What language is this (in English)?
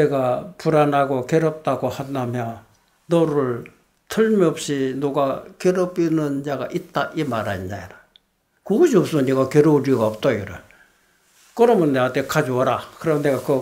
Korean